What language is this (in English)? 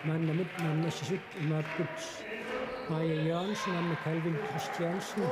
Kalaallisut